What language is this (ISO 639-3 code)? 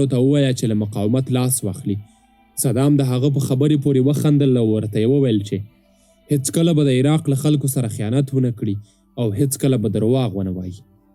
pus